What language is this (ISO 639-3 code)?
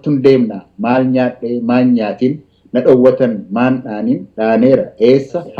orm